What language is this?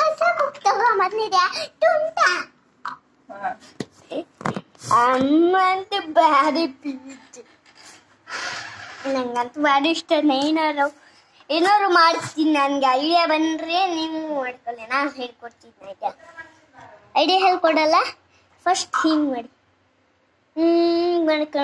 Kannada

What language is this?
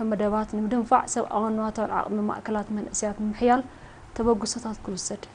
Tigrinya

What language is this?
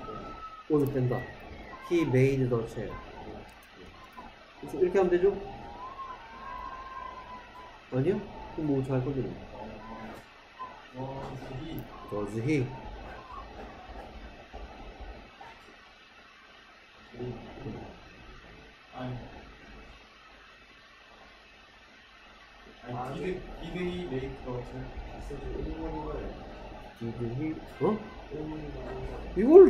Korean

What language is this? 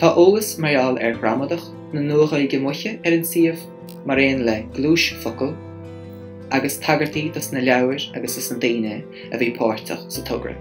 Irish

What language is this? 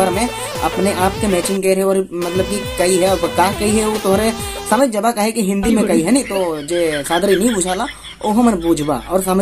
Sadri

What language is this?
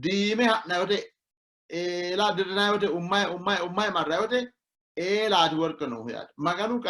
Sidamo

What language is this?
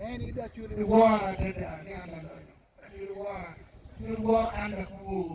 Acoli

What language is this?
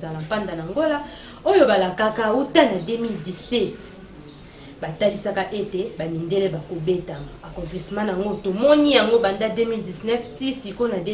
Lingala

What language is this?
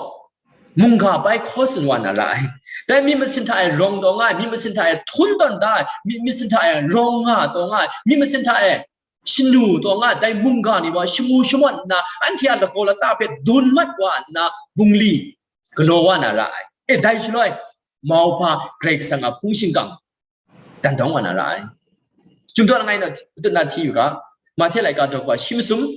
Kachin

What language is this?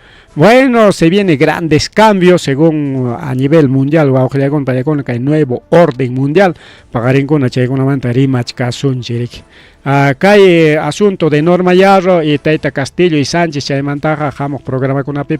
Ayacucho Quechua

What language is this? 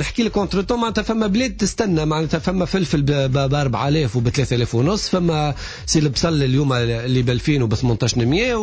Tunisian Arabic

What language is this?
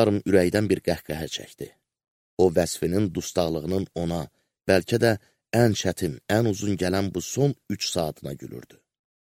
Azerbaijani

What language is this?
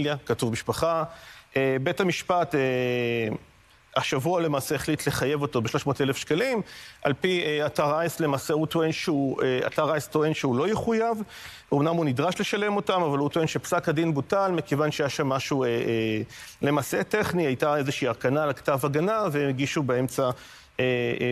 Hebrew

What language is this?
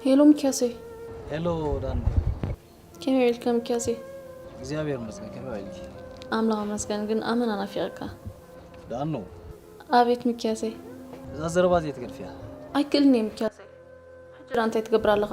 Tigrinya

